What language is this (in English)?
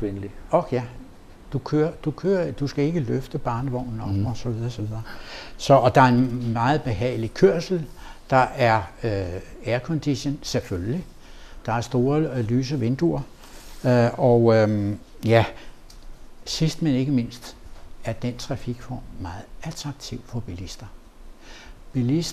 Danish